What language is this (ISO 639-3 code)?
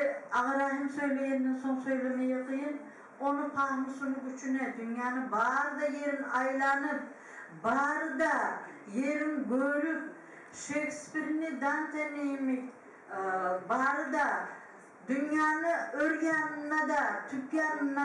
kum